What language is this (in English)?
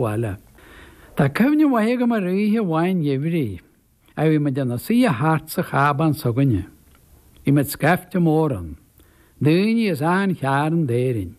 Irish